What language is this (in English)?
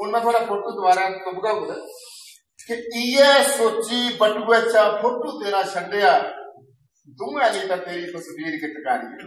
Dogri